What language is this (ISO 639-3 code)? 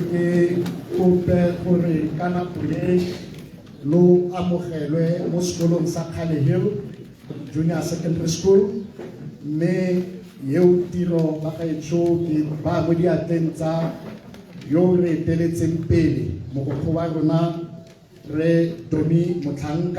tsn